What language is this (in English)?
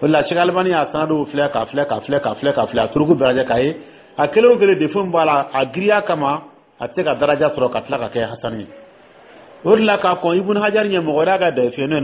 Dyula